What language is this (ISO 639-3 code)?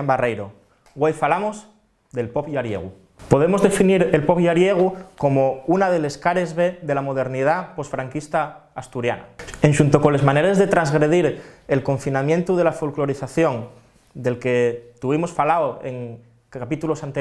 ast